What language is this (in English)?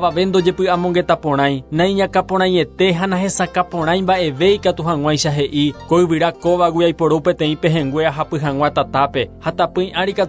Guarani